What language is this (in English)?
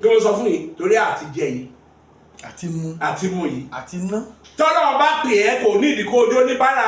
Yoruba